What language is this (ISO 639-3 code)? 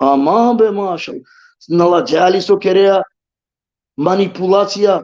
rmn